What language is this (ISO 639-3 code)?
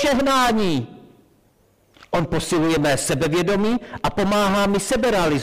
ces